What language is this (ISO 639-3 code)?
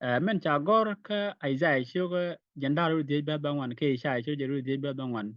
nus